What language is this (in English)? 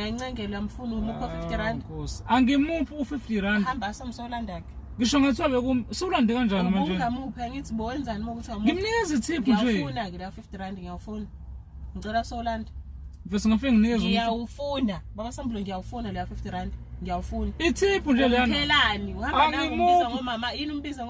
Zulu